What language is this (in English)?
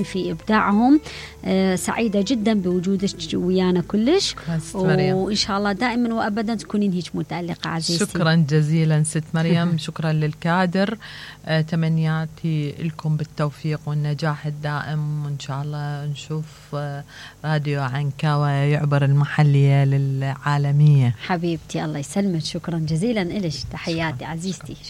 Mesopotamian Arabic